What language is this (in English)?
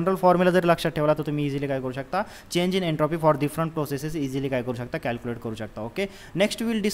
Marathi